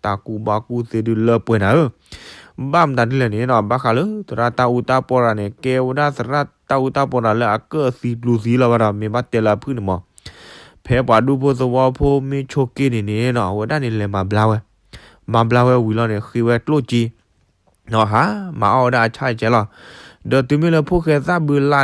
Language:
S'gaw Karen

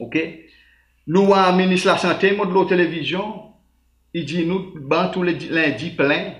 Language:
Seselwa Creole French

